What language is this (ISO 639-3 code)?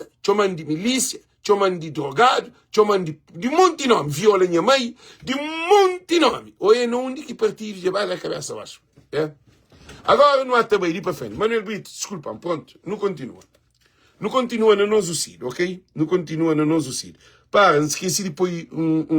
kea